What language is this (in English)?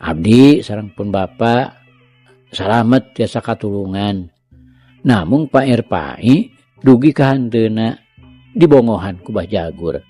Sundanese